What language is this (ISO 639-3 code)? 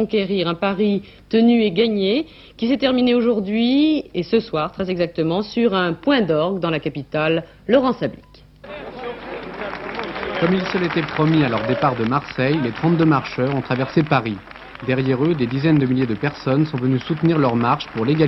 fra